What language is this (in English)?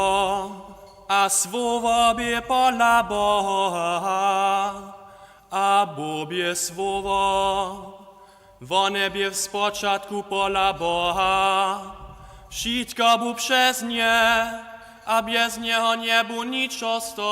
Upper Sorbian